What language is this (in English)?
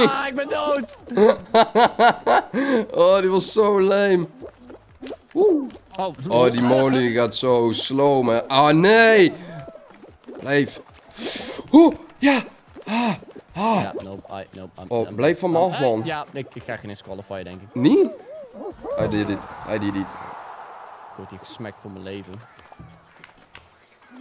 Dutch